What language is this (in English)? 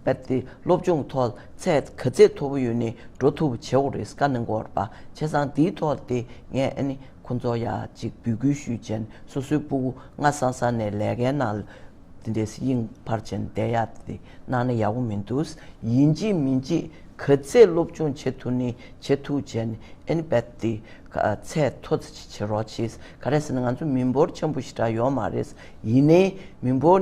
Tibetan